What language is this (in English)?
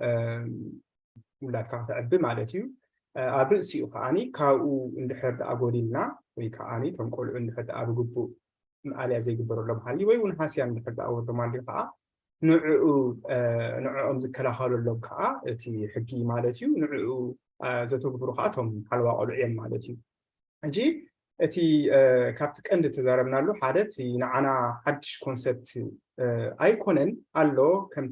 Tigrinya